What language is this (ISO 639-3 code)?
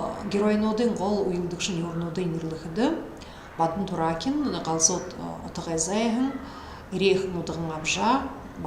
bua